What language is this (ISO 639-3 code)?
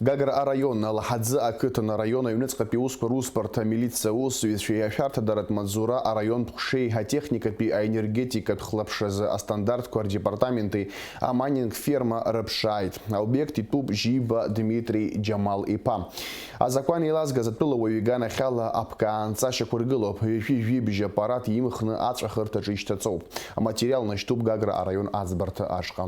abk